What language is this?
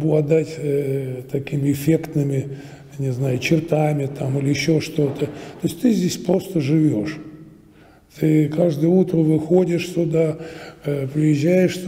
Russian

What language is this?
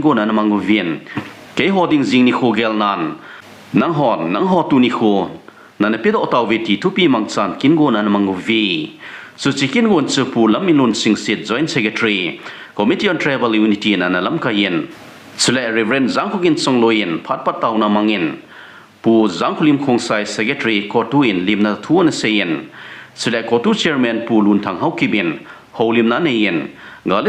Thado Chin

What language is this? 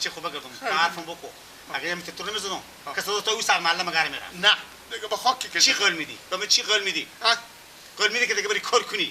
Persian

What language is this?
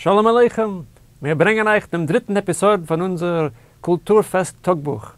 Yiddish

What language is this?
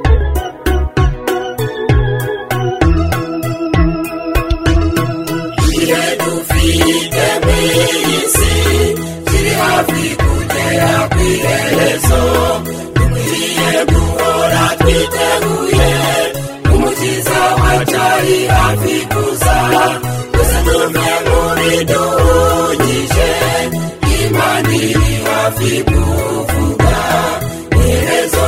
Kinyarwanda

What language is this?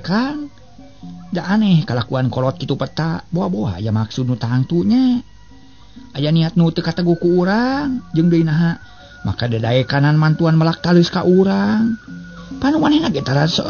Sundanese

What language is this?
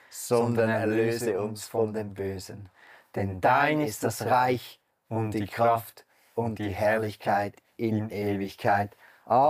Swiss German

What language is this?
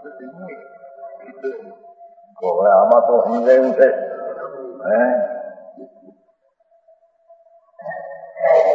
Gujarati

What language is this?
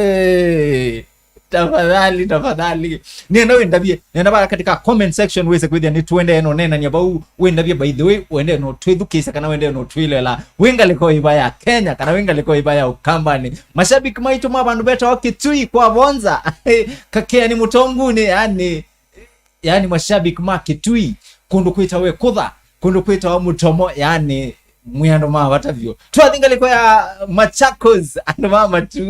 Kamba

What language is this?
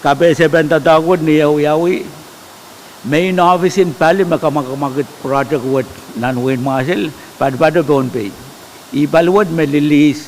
Pohnpeian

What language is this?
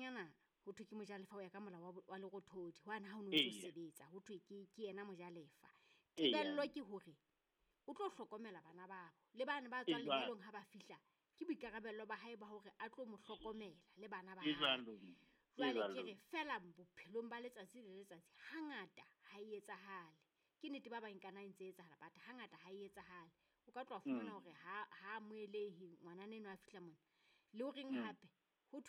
Southern Sotho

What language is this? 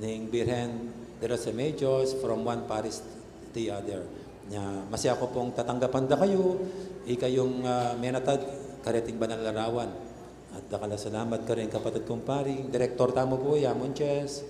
Pampanga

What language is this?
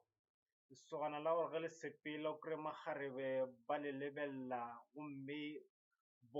Northern Sotho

